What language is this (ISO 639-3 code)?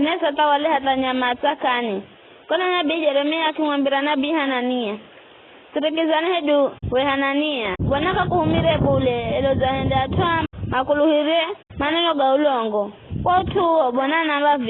nyf